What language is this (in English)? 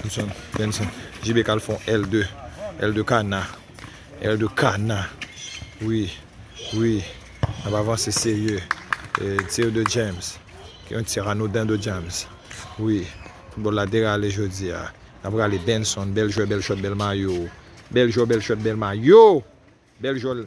Haitian Creole